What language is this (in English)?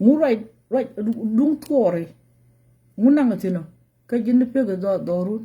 Nuer